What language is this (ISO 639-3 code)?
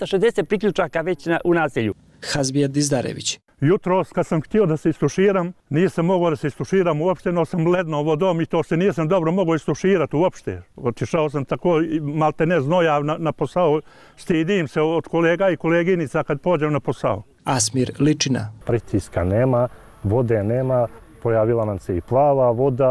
bos